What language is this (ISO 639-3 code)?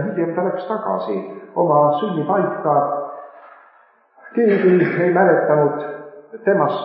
est